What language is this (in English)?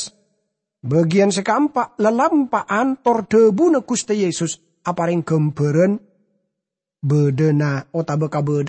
Madurese